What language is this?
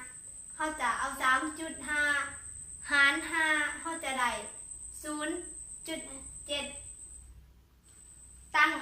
Lao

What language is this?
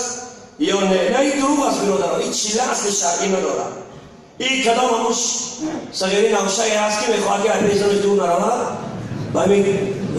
Tajik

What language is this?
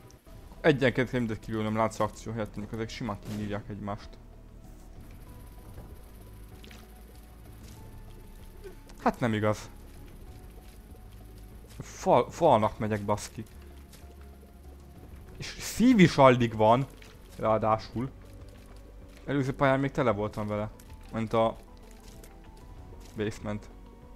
Hungarian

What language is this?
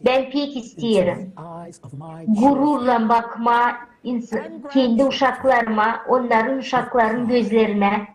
Gagauz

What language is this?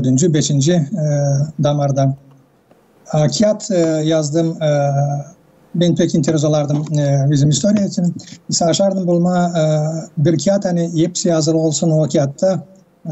Gagauz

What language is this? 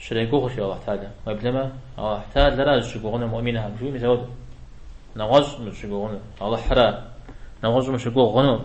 Kabardian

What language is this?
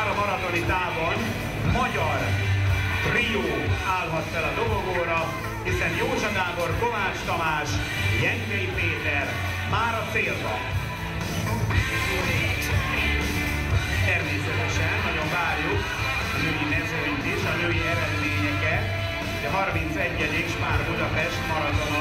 Hungarian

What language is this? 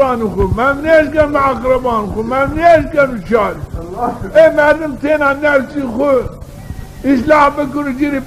Zaza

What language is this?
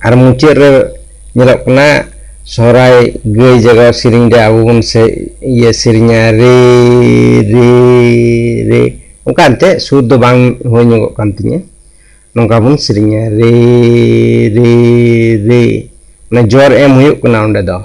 Santali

